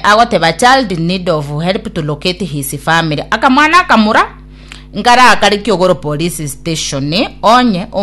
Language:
Gusii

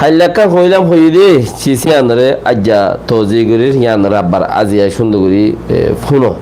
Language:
Rohingya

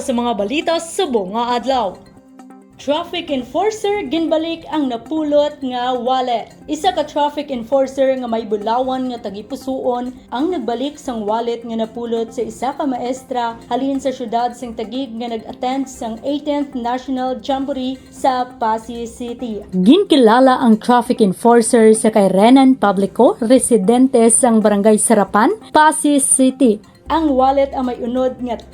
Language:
Hiligaynon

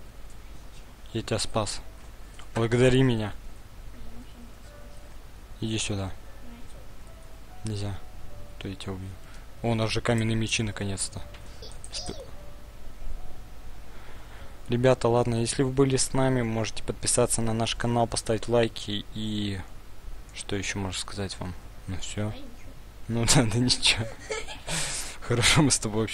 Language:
Russian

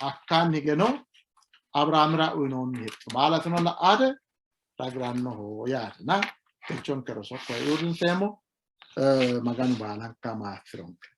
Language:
Sidamo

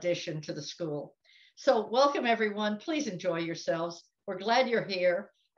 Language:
English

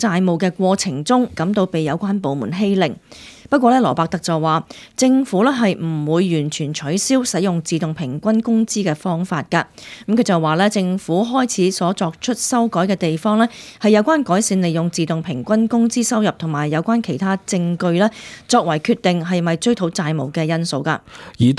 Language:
Cantonese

